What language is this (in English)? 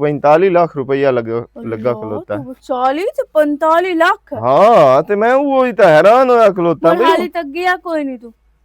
Western Panjabi